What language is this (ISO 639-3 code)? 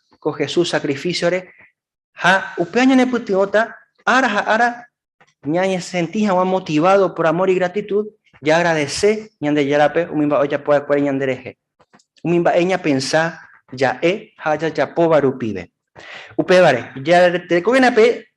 grn